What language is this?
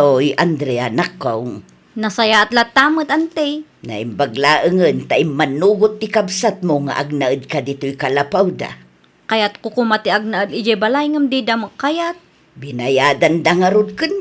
Iloko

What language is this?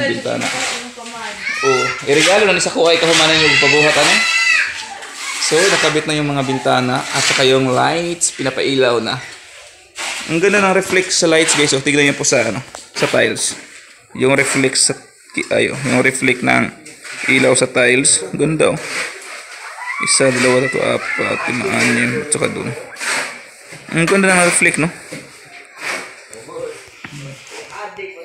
Filipino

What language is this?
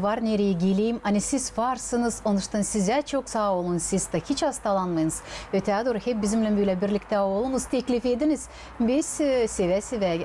Gagauz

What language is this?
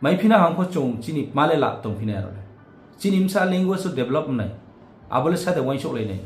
Riang (India)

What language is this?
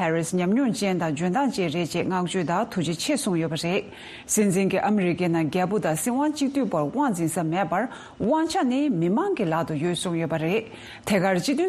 Tibetan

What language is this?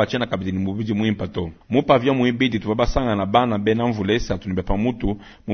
Luba-Lulua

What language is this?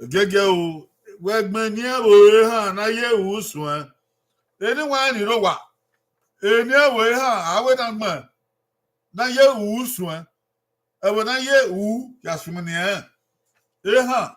Bini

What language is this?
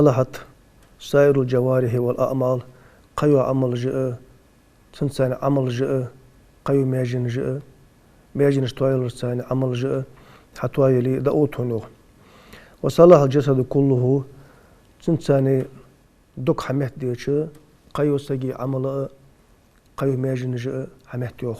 Ingush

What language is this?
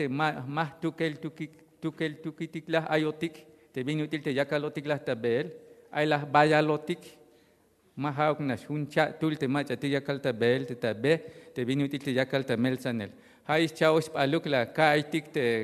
Tzeltal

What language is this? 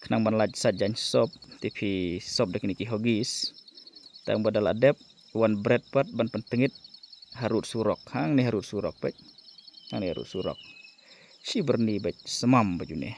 Khasi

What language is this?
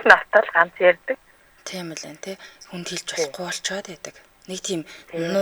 Mongolian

